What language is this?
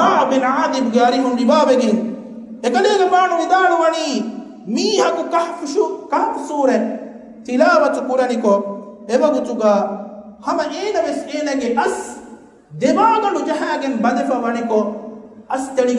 Divehi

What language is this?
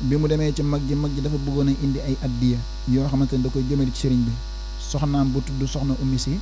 Wolof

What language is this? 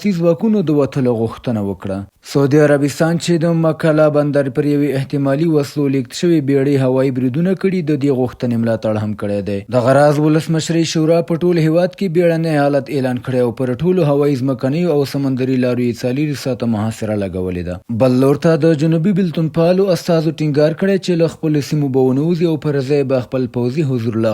Pashto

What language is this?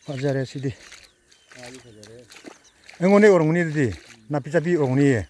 Manipuri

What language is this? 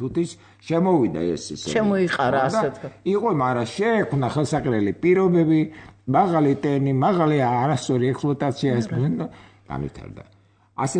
Georgian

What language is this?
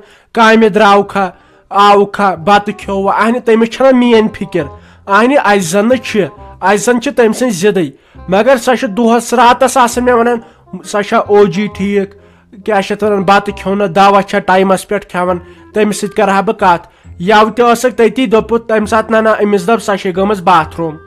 Kashmiri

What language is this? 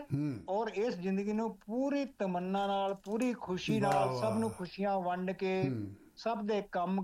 Punjabi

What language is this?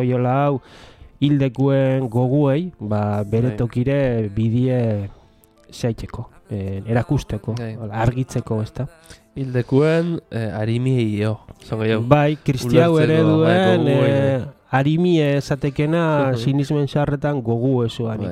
Basque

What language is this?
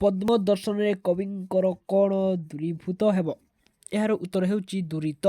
Odia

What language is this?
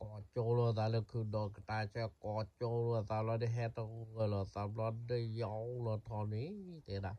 S'gaw Karen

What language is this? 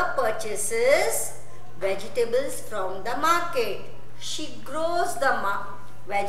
English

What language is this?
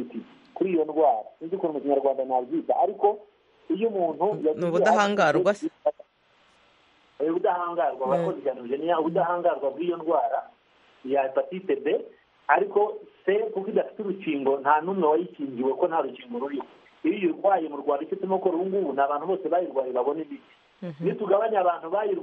Kinyarwanda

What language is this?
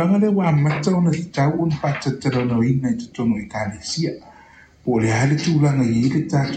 Samoan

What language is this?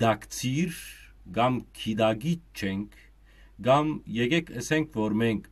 Western Armenian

